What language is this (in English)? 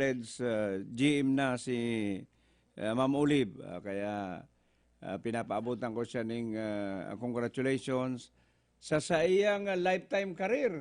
Bikol